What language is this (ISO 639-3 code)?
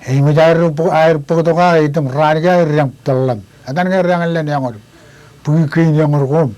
mah